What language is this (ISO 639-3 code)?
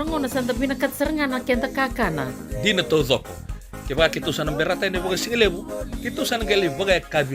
fij